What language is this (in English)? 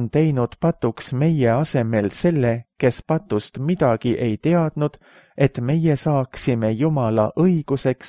Estonian